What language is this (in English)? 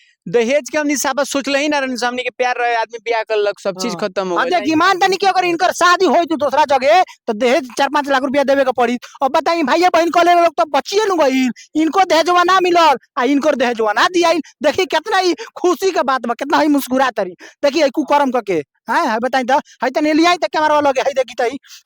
Bhojpuri